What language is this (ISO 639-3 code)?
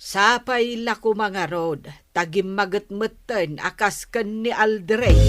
ilo